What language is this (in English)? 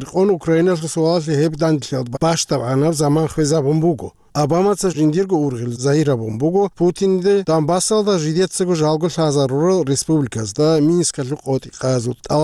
Avaric